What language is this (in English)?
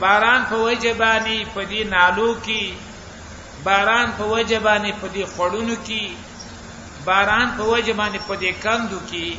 Pashto